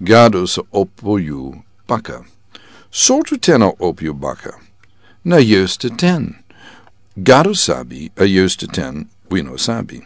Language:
Sranan Tongo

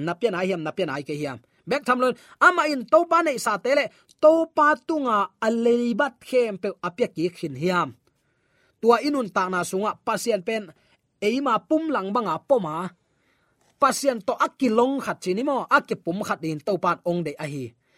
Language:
Tedim Chin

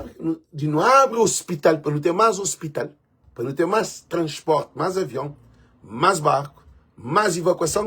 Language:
Kabuverdianu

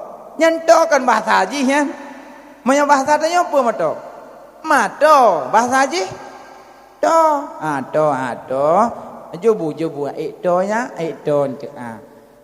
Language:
Achinese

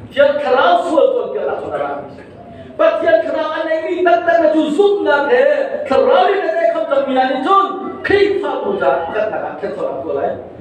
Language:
Hakha Chin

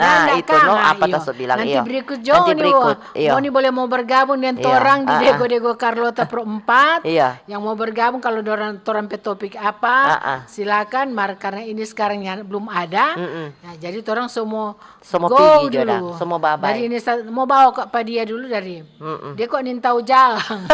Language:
Manado Malay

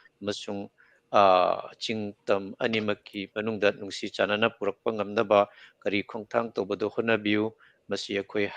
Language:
Manipuri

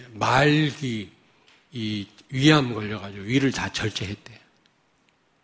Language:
Korean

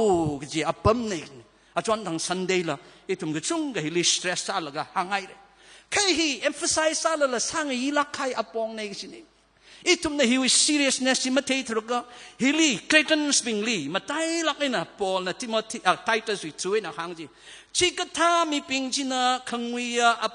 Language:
Tangkhul Naga (India)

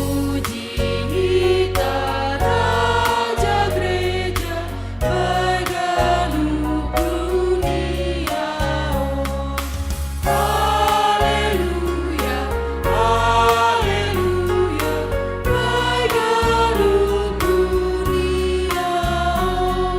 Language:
Batak Simalungun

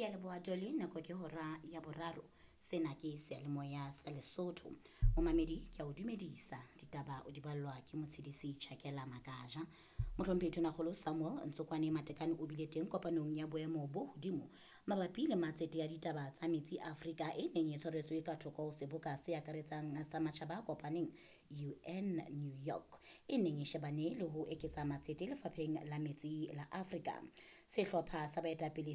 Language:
Southern Sotho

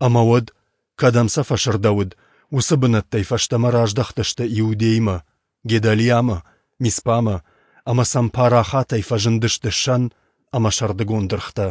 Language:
Ossetic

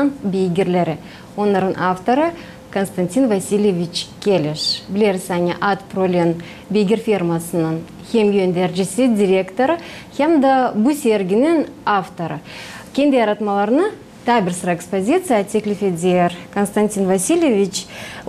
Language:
Gagauz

